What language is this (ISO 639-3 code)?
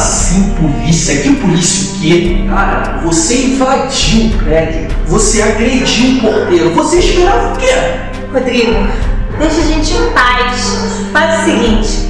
por